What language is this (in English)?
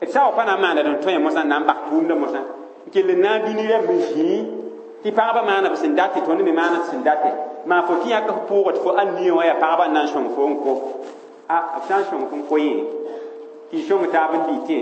Mossi